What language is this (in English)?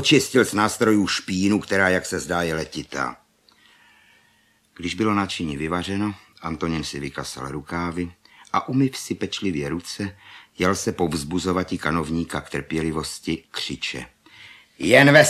Czech